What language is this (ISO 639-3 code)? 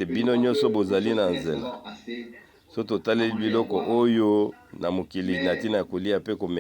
lin